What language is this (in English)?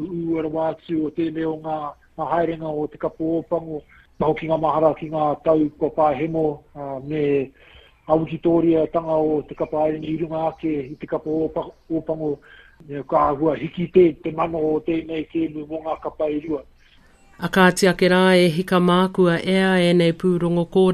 Māori